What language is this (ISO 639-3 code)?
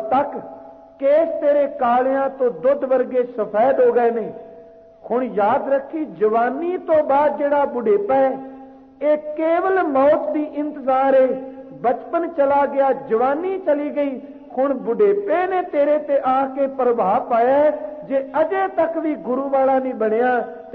pan